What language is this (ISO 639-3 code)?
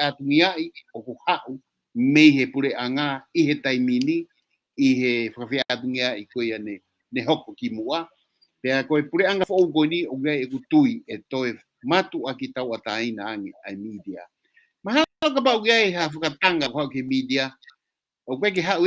ton